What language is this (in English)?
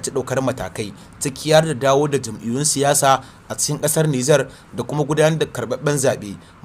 Hausa